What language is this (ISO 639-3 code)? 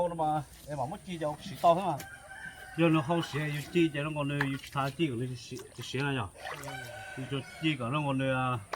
hmn